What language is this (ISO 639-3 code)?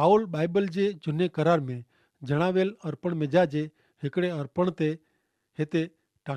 kfr